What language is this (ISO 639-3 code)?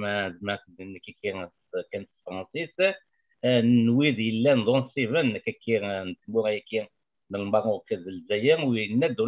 kab